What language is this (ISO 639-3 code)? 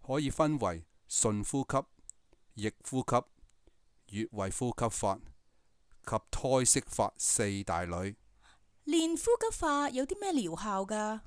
yue